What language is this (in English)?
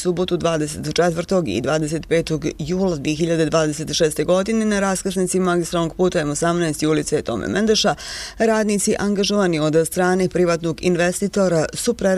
Bosnian